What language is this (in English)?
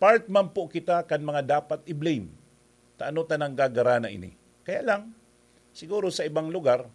Bikol